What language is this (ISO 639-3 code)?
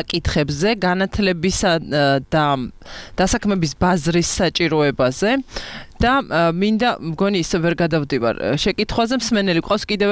kat